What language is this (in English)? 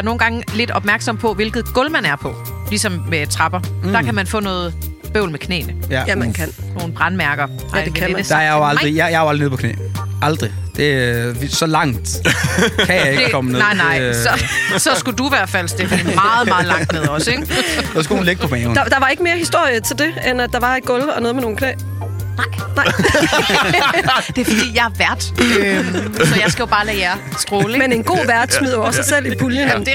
Danish